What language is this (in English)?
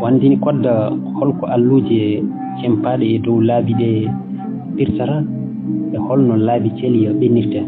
Fula